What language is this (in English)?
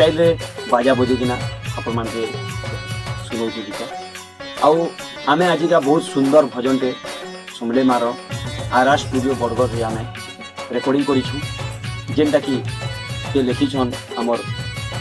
Sambalpuri